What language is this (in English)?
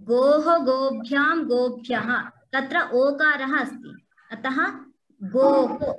Sanskrit